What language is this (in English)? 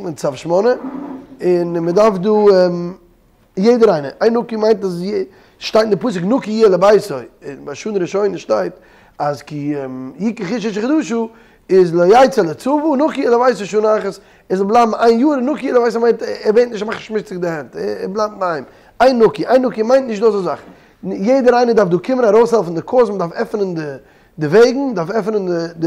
Yiddish